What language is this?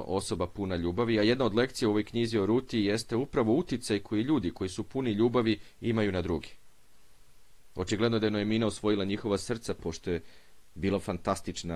Serbian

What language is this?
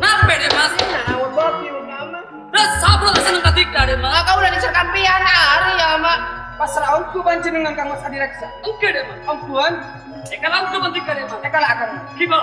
Madurese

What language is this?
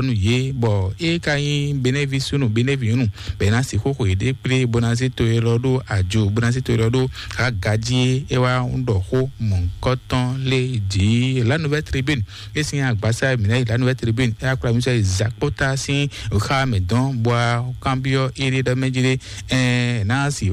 Fon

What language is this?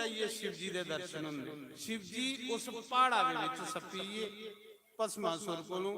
Dogri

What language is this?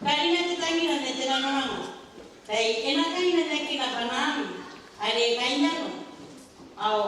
Gilbertese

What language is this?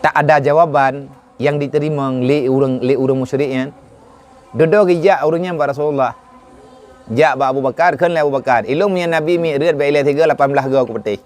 Achinese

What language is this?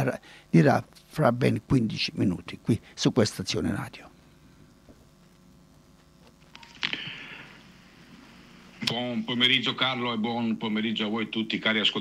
Italian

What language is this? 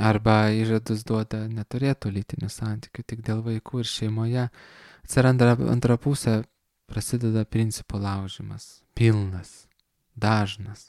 Lithuanian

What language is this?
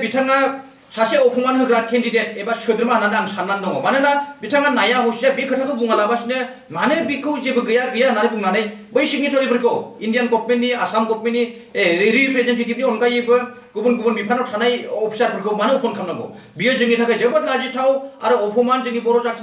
Bodo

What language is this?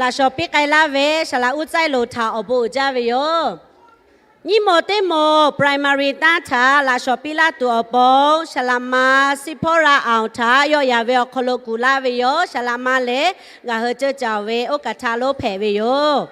Lahu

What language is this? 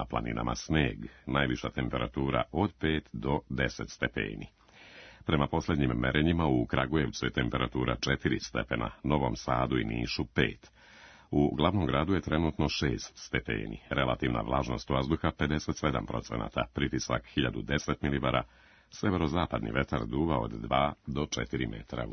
Serbian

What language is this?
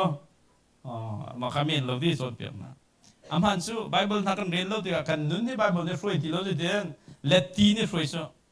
Hakha Chin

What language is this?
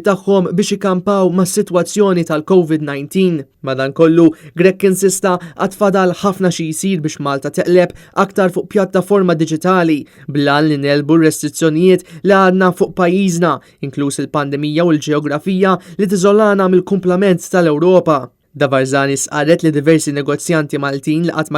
Maltese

